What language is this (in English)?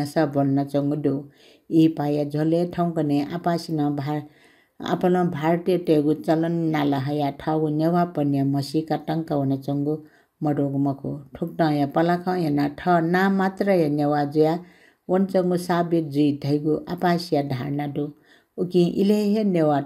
Newari